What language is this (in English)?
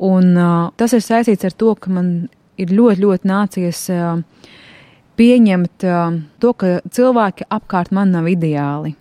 Latvian